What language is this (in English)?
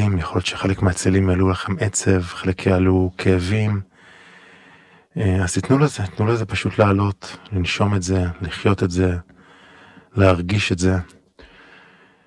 Hebrew